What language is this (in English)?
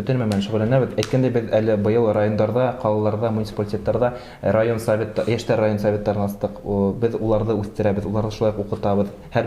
Bashkir